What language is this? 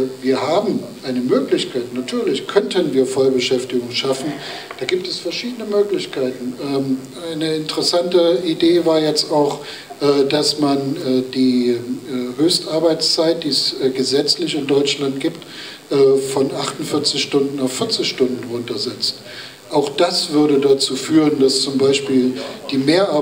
German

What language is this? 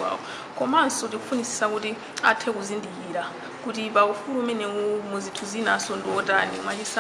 Nyanja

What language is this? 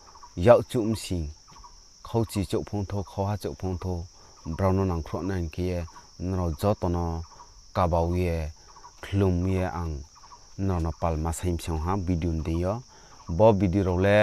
Riang (India)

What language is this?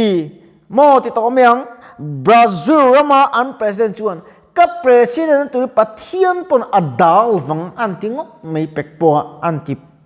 Mizo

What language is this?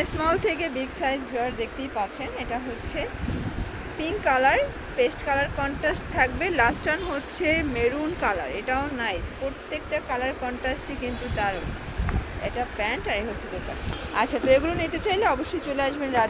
Bangla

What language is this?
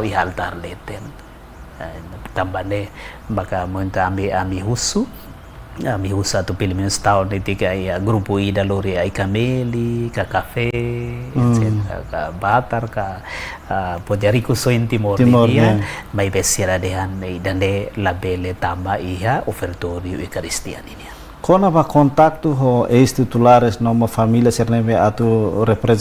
Tetum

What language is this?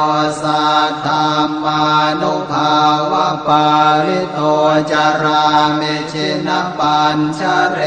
Pali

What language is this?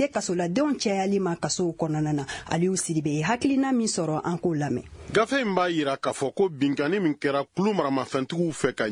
Bambara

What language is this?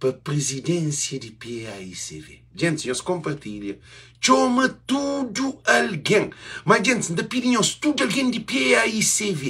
Kabuverdianu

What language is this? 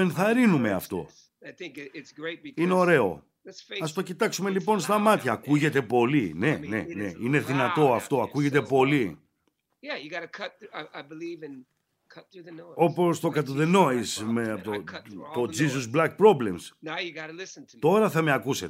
Greek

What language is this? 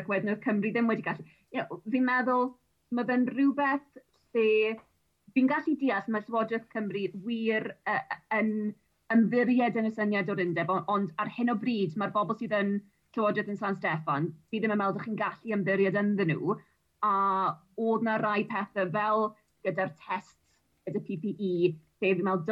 Welsh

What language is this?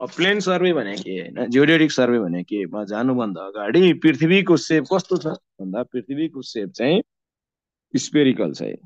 Nepali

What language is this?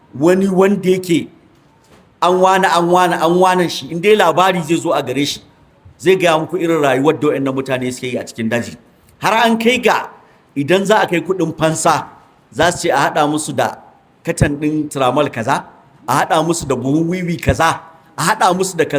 Hausa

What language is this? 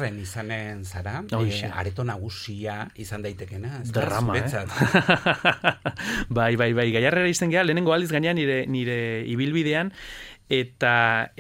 Basque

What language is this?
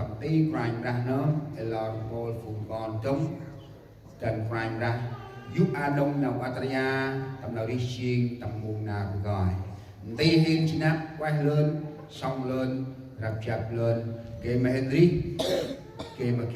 Central Mnong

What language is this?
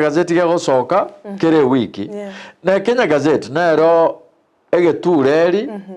Gusii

